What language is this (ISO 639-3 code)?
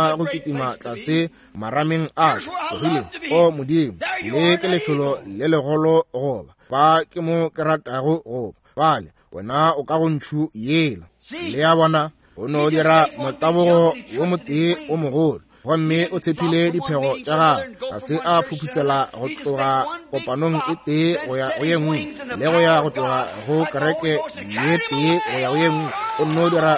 nso